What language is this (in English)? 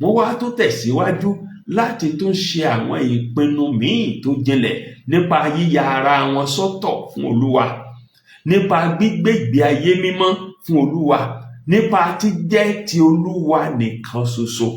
Yoruba